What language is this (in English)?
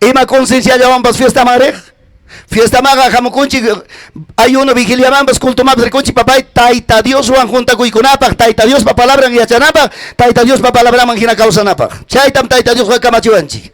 Ayacucho Quechua